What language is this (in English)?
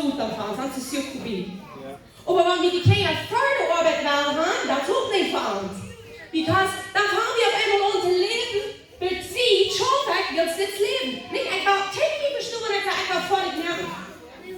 Plautdietsch